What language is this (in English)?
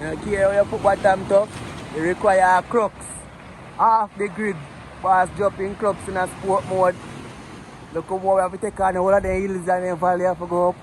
Jamaican Creole English